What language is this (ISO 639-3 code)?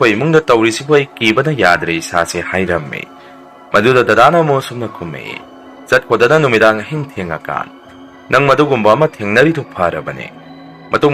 mni